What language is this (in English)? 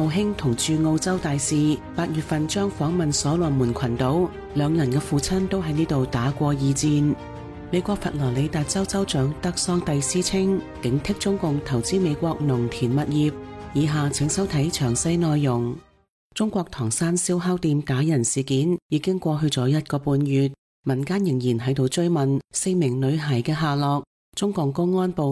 Cantonese